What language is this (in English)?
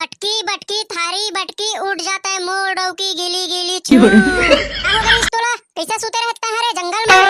Chhattisgarhi